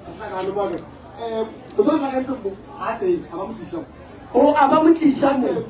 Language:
Northern Sotho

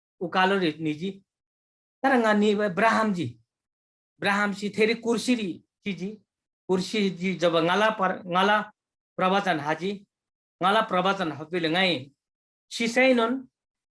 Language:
Eastern Tamang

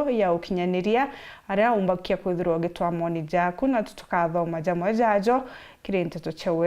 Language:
Meru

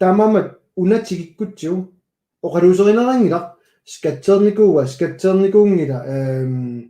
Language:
Kalaallisut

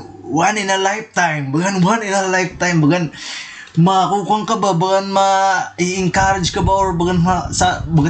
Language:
Waray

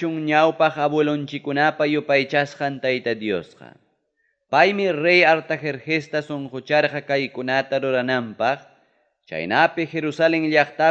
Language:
Ayacucho Quechua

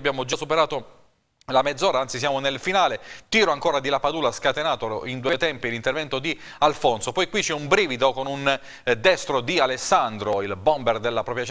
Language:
Italian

